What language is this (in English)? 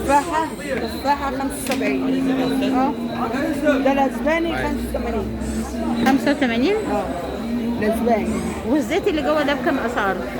Egyptian Arabic